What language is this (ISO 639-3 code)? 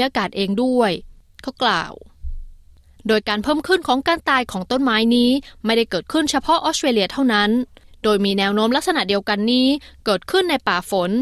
tha